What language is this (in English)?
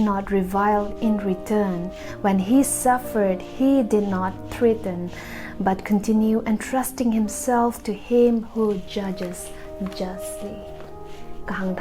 Tangkhul Naga (India)